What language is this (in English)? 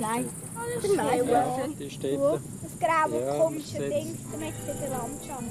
Swiss German